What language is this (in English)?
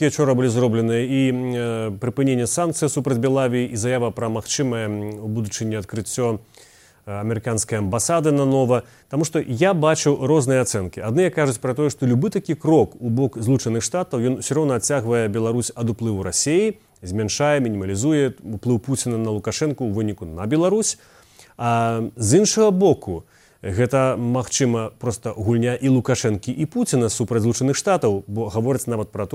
Belarusian